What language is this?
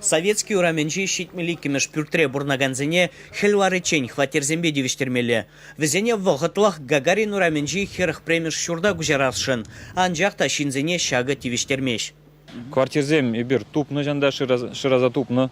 Chuvash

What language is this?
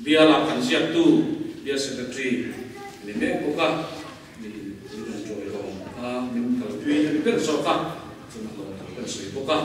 Mizo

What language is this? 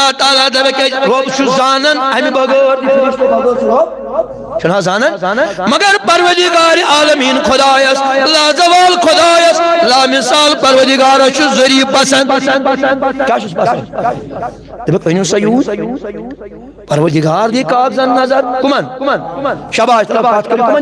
Kashmiri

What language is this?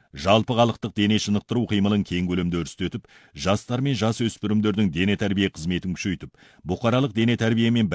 Kazakh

